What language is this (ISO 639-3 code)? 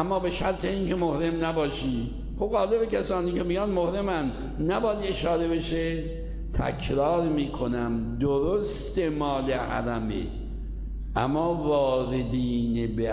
fas